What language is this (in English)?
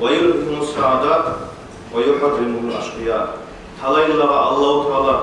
Kumyk